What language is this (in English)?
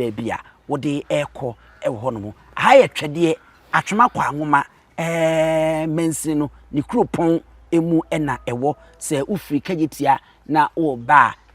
Akan